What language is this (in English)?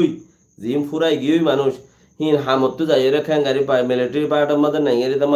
Rohingya